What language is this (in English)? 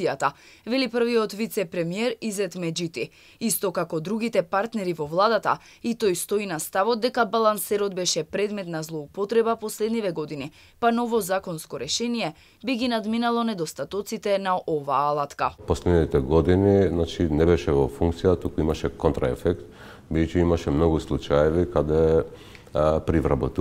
Macedonian